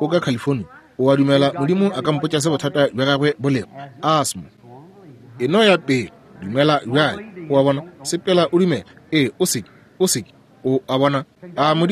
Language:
Northern Sotho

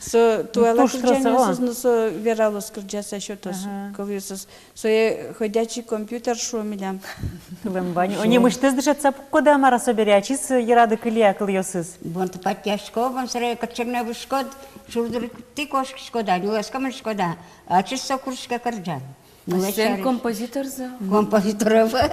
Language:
Udmurt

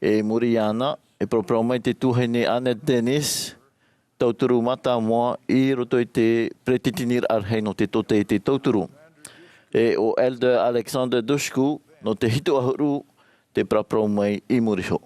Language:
Tahitian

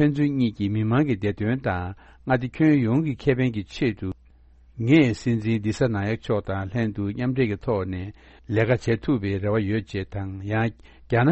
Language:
Tibetan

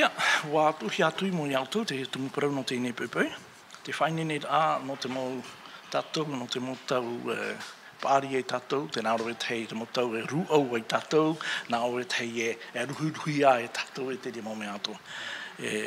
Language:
Tahitian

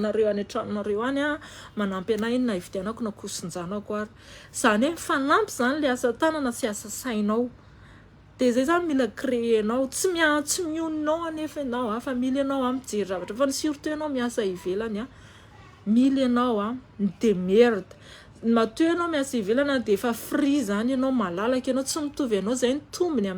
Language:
Malagasy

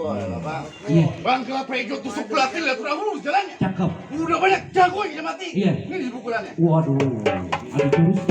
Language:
Betawi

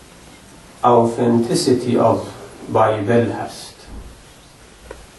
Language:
Persian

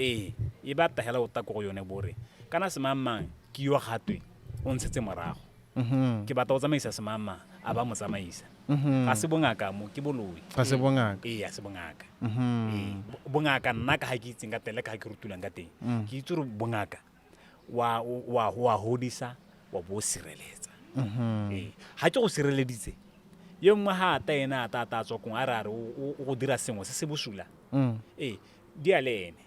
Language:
Tswana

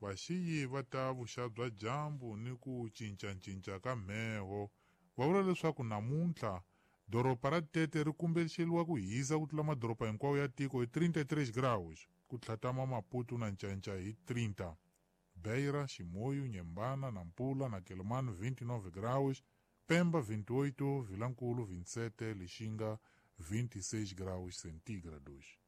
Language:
Tsonga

